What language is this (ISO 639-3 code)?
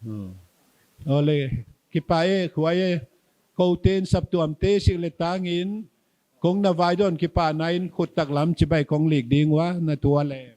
pck